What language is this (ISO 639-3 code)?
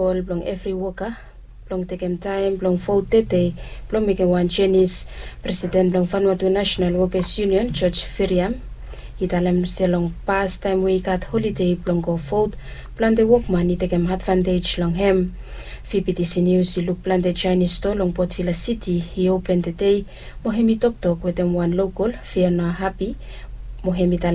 bis